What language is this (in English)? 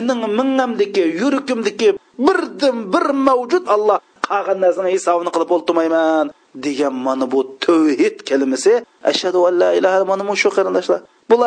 Uyghur